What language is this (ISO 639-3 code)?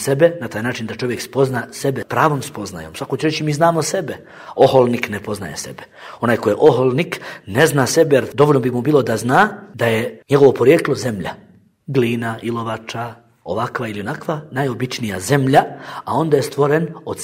bos